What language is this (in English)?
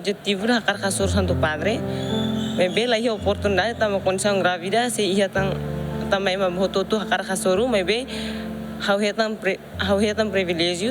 Tetum